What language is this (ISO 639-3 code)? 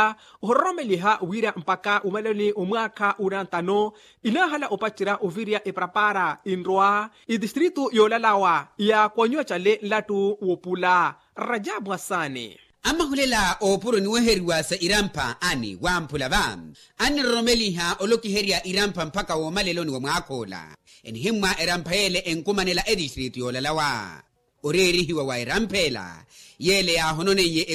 vmw